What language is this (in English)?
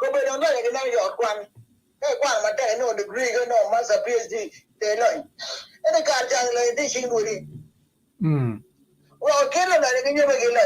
Acoli